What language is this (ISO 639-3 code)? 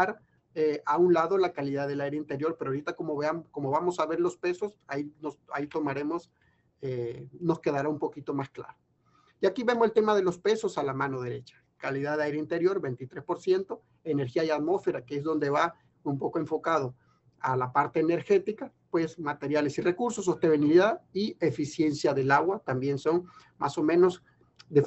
spa